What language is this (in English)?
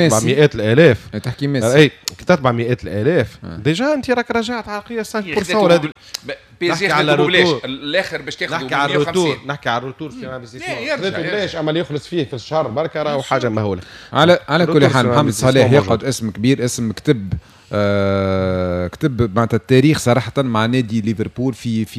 Tunisian Arabic